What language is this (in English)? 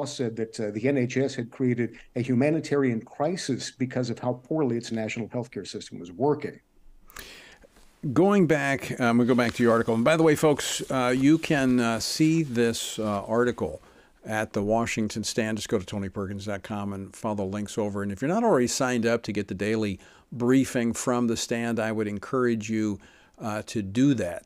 English